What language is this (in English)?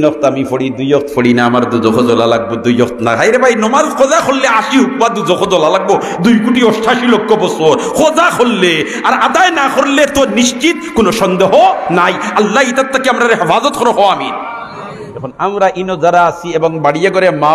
Sylheti